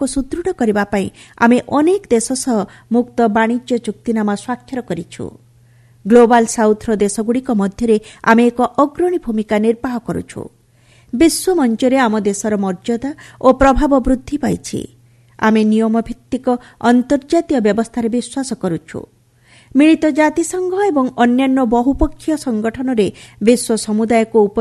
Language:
Odia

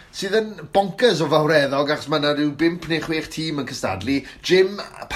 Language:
Welsh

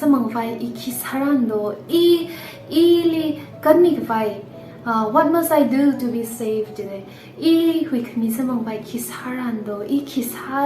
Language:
Tangkhul Naga (India)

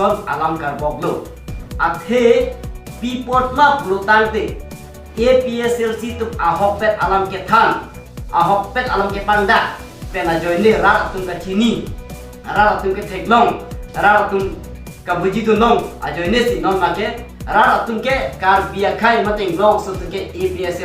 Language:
Karbi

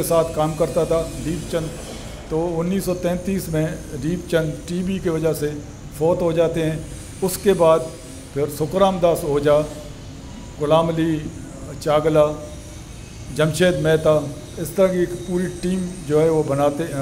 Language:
Urdu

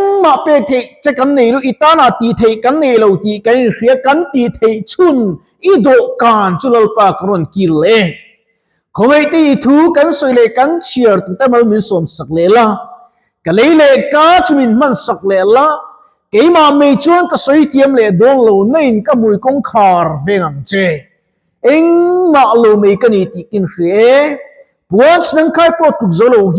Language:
Mizo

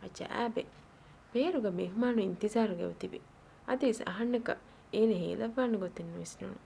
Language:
Divehi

